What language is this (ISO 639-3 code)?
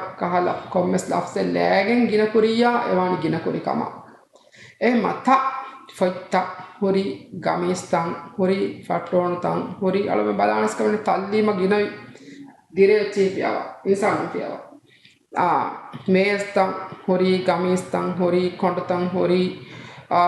div